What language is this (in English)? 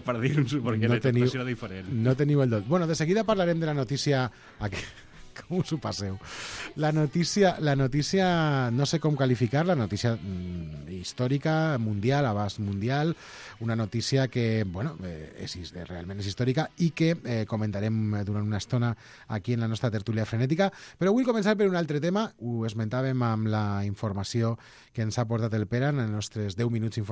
Catalan